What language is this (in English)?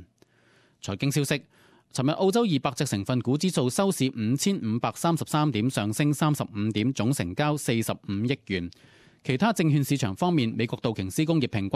Cantonese